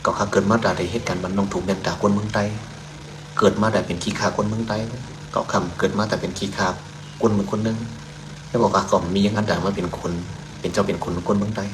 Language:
Shan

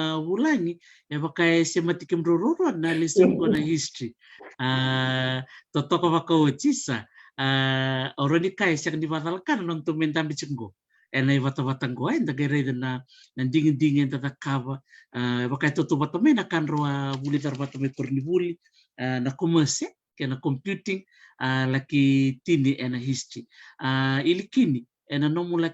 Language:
Fijian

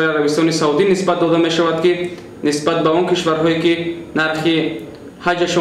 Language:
Tajik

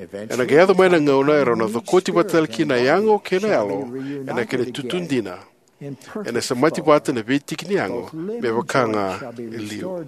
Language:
Fijian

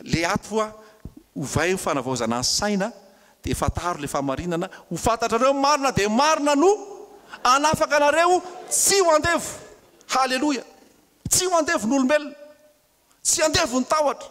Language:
Malagasy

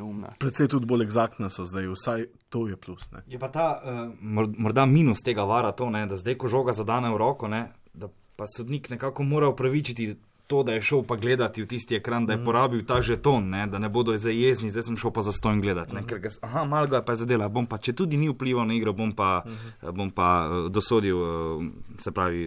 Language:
Slovenian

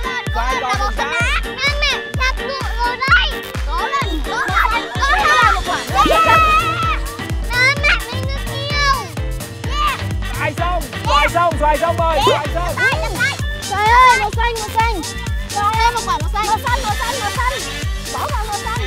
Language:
Vietnamese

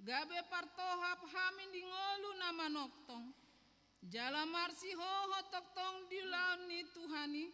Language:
Batak Toba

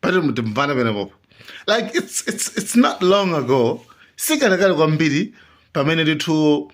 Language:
Nyanja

